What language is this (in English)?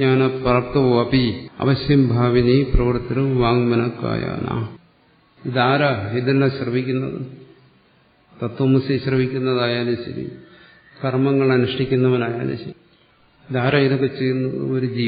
Malayalam